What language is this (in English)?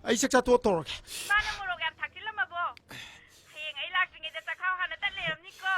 Manipuri